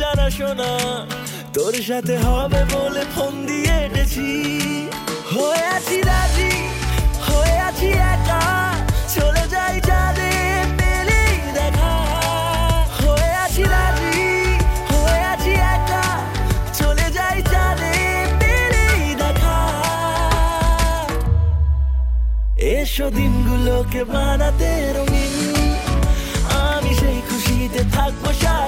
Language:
Bangla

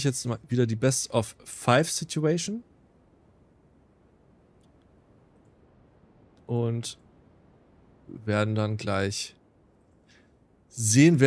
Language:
German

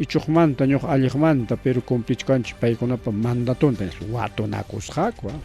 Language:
Ayacucho Quechua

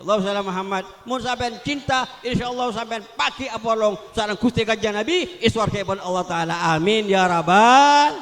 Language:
Madurese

